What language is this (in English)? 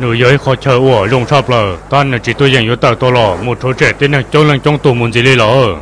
Hmong